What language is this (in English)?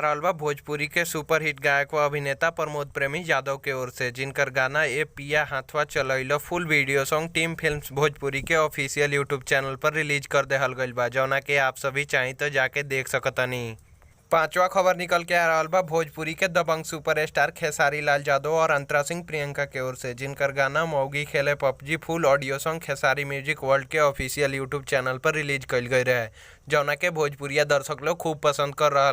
Bhojpuri